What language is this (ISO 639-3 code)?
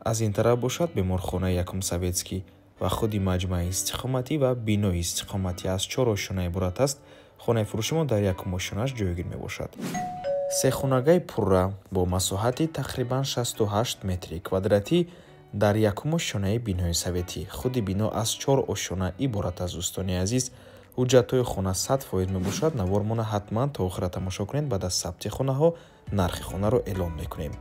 tgk